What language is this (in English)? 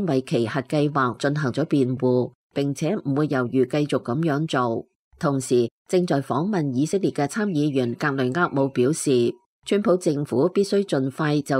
Cantonese